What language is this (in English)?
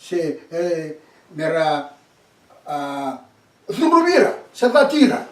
Fijian